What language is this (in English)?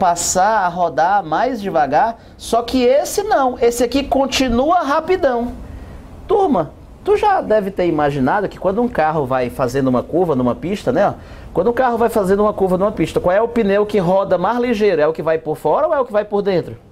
Portuguese